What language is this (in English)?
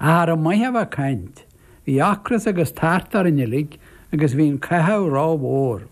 Irish